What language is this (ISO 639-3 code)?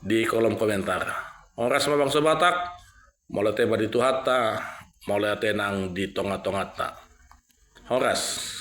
bbc